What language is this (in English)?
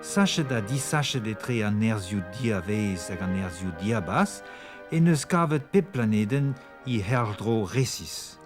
Breton